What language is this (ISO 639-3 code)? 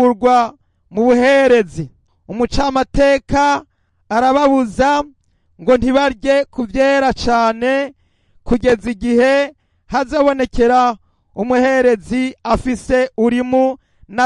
run